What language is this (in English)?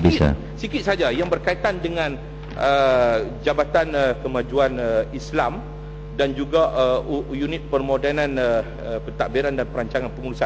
Malay